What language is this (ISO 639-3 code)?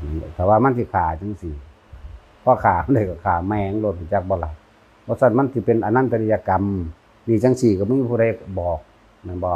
tts